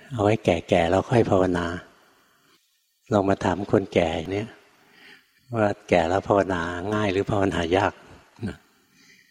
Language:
Thai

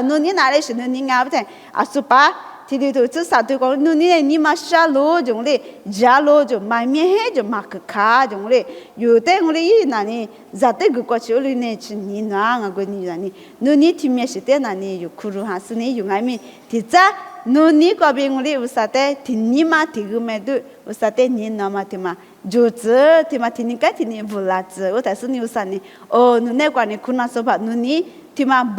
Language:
Lisu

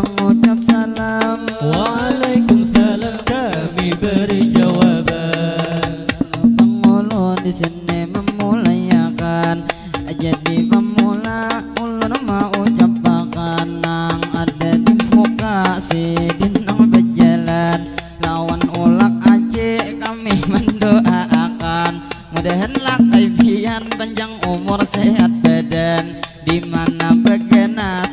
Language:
Banjar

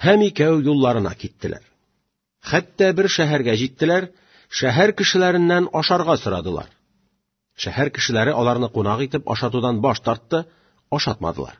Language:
Tatar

